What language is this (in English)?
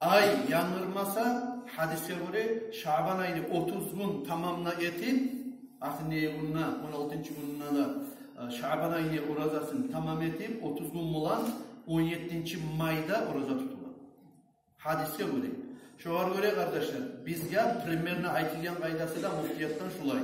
Kumyk